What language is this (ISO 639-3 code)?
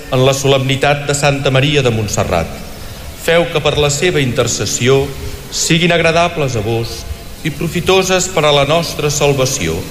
cat